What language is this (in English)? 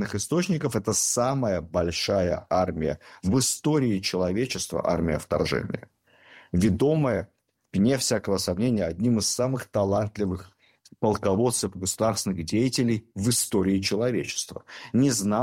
Russian